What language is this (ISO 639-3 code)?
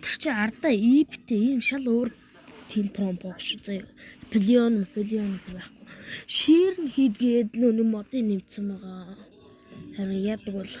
mon